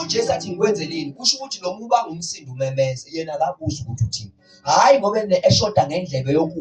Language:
Zulu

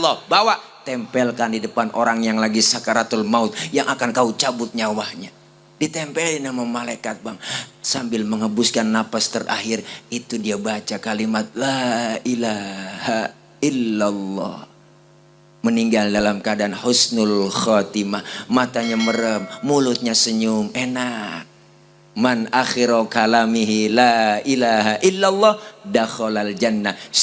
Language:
Betawi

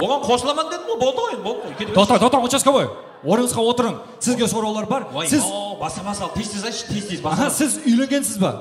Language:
Kara-Kalpak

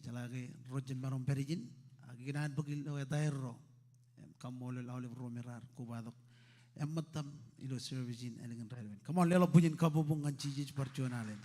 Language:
Marshallese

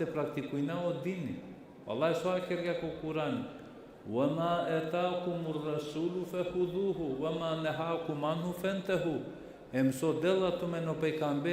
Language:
Balkan Romani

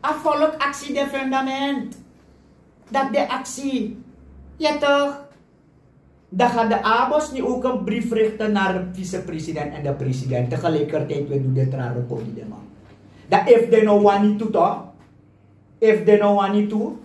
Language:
Sranan Tongo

